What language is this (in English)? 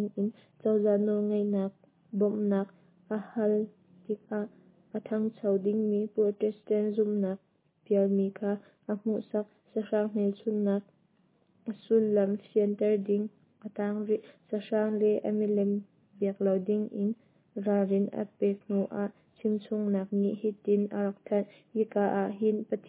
Hakha Chin